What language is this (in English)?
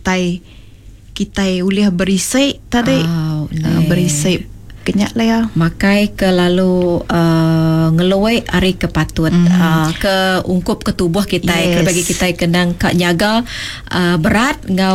Iban